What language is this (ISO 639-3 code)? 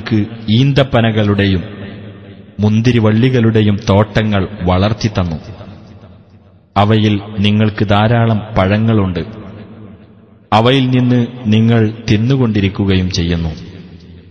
mal